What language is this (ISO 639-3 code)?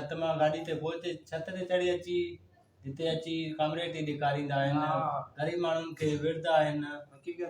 snd